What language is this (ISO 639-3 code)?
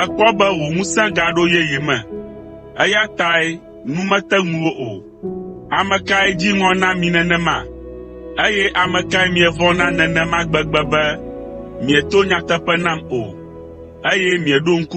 ewe